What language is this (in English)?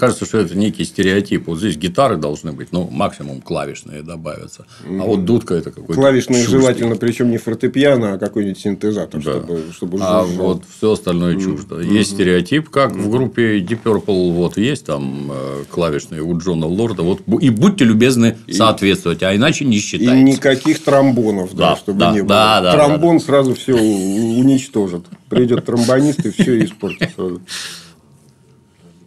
Russian